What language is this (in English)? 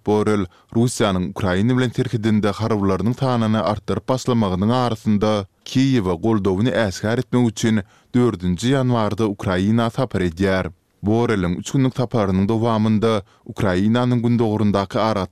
Turkmen